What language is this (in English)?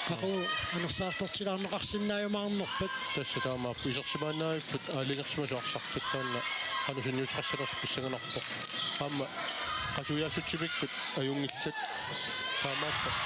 Kalaallisut